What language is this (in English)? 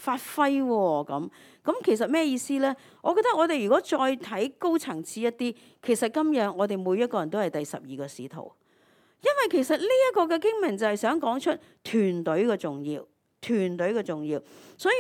Cantonese